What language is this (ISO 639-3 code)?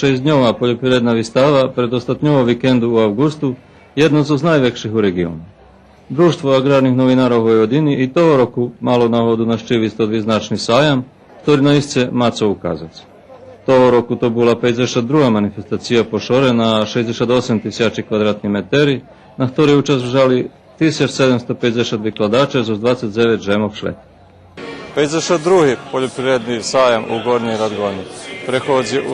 rue